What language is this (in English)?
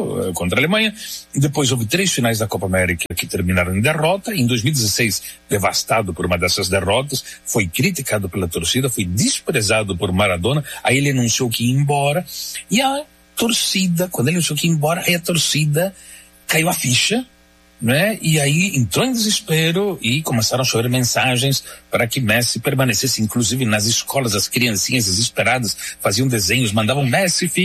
Portuguese